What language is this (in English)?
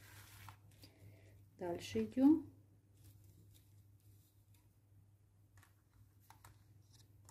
Russian